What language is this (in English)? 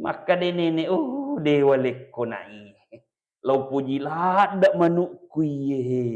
Buginese